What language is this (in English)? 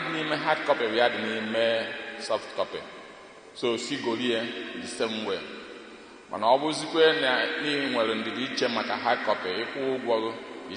Igbo